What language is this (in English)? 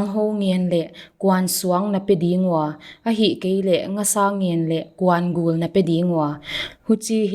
Paite Chin